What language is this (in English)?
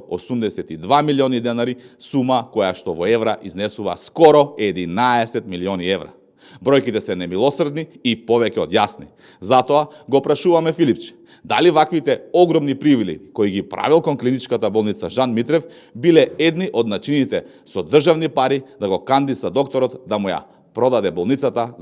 Macedonian